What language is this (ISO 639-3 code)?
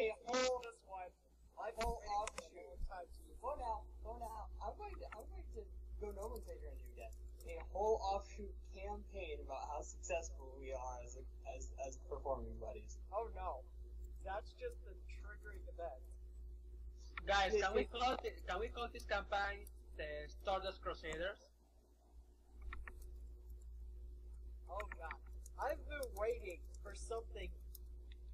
eng